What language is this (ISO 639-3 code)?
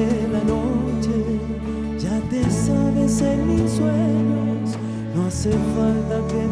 spa